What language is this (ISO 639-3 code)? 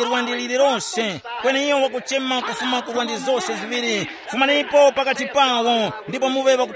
tum